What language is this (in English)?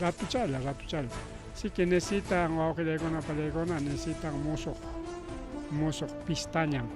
Ayacucho Quechua